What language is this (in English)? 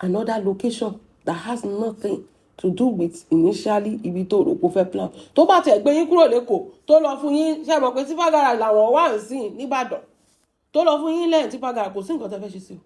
Yoruba